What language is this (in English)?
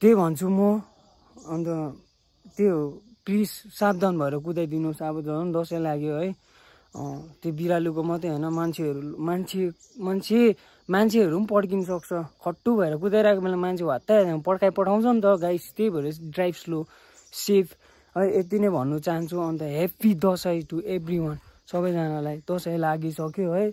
Nepali